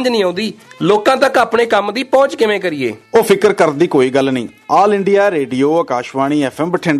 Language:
Punjabi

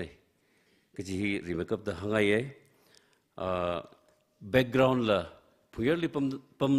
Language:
Tangkhul Naga (India)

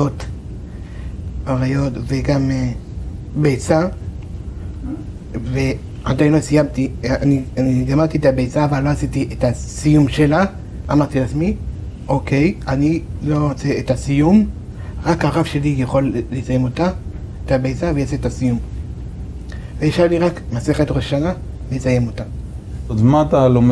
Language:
Hebrew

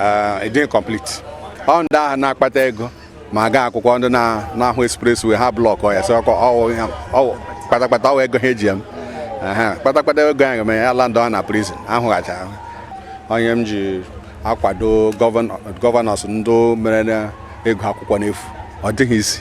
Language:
Igbo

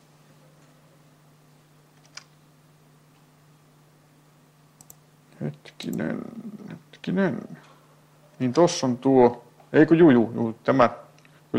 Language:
Finnish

